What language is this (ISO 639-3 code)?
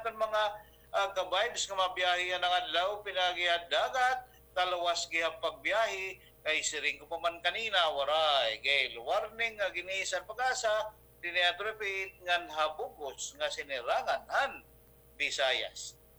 war